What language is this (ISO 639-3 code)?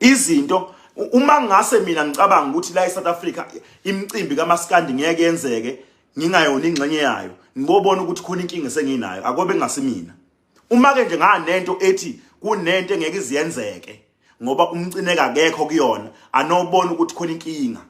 zul